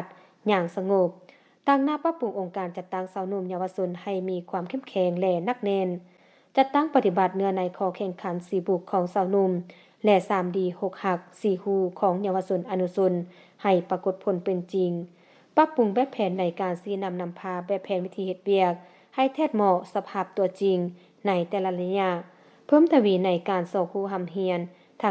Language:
Lao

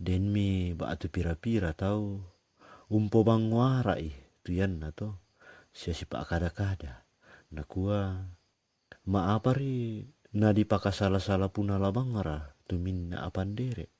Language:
Toraja-Sa'dan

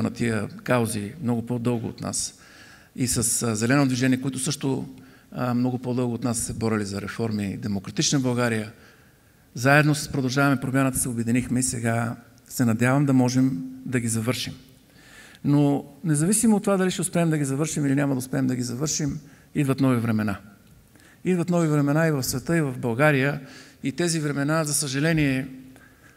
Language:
Bulgarian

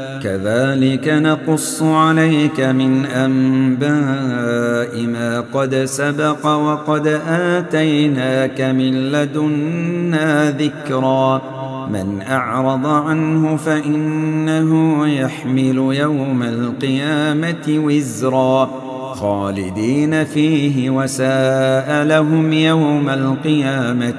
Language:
Arabic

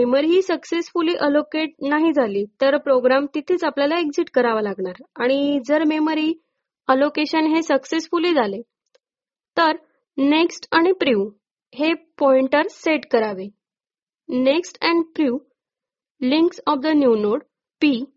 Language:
Marathi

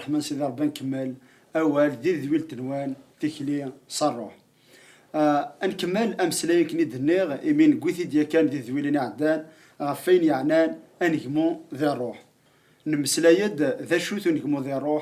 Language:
Kabyle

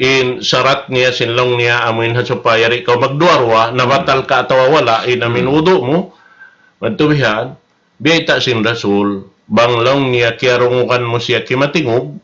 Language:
Tausug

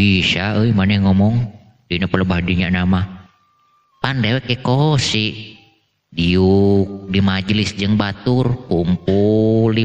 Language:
Sundanese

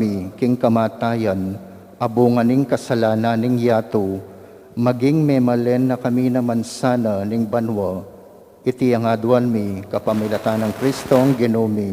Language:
Pampanga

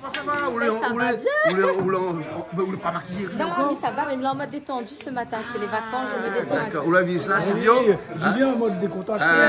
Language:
Réunion Creole French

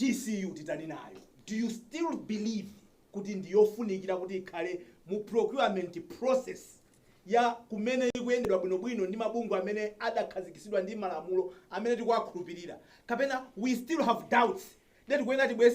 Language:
Nyanja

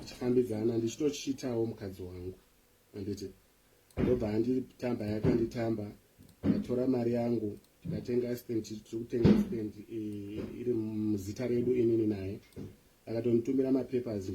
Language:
Shona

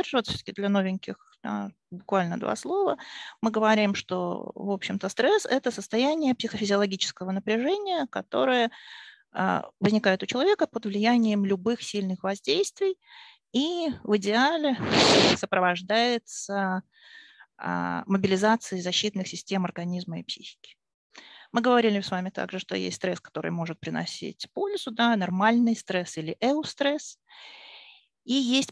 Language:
Russian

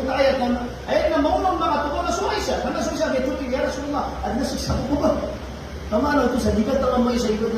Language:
Maranao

